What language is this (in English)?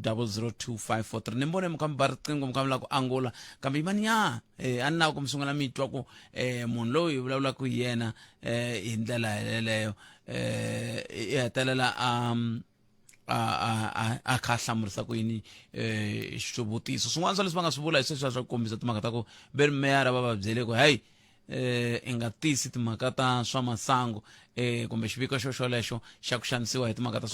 Tsonga